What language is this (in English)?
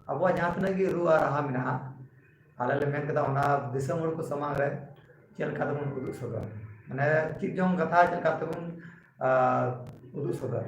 Santali